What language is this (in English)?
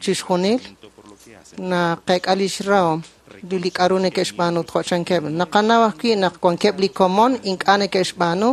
Kekchí